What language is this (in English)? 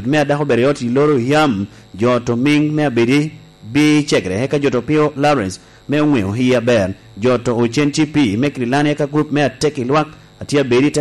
Lango (Uganda)